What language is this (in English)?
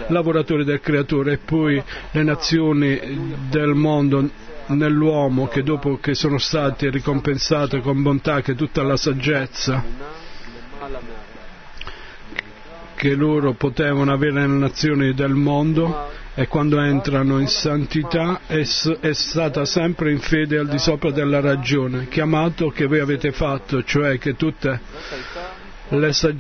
Italian